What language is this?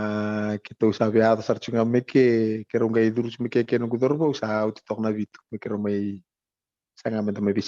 Fijian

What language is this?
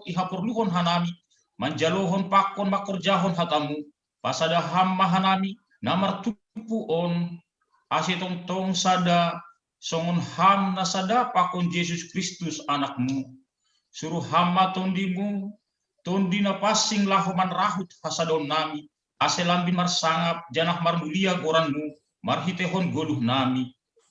Batak Simalungun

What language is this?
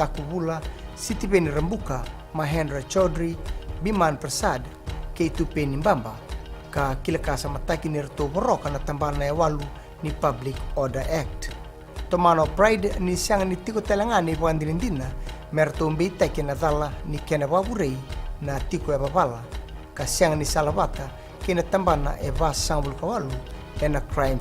Fijian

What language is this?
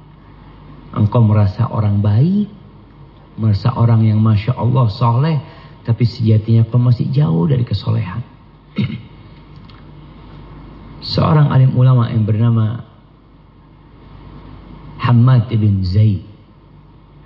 Indonesian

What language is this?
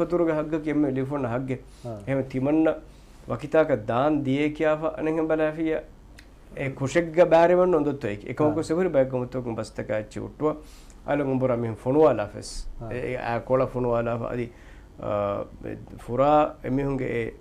Divehi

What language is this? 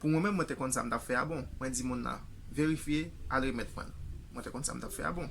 Haitian Creole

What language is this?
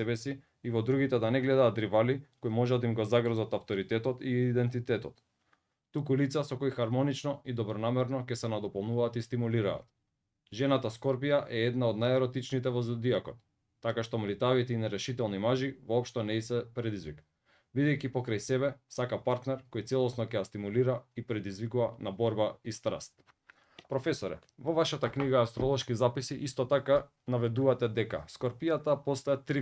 Macedonian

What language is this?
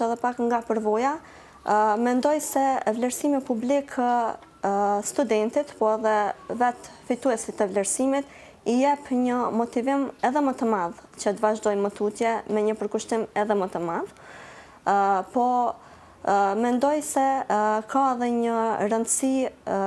Albanian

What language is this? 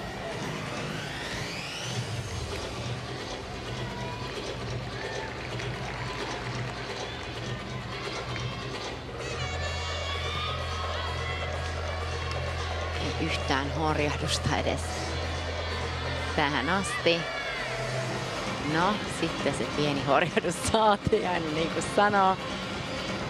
Finnish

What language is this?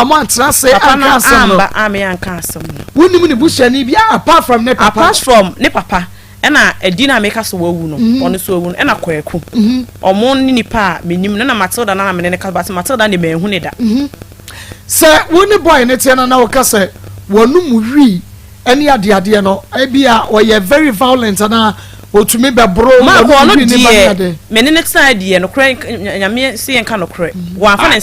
Akan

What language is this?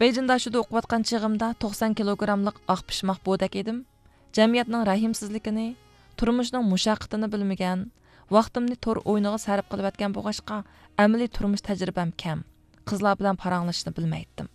Uyghur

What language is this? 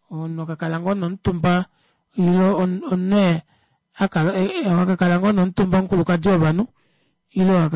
Kuanyama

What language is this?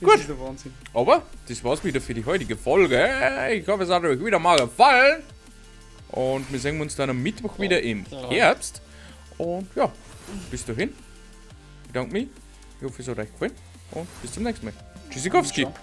Bavarian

